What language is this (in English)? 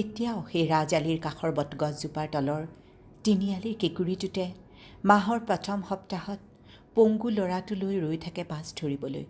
Assamese